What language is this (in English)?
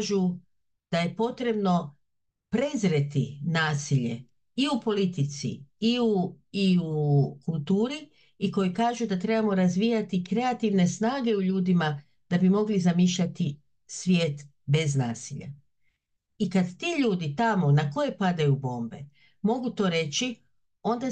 Bosnian